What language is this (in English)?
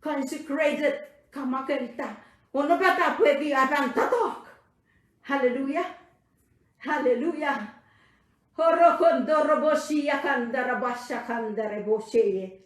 Pohnpeian